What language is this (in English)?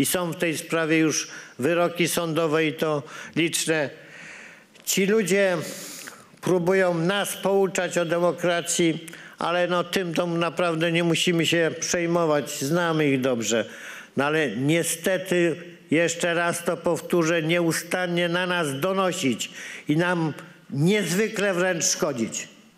Polish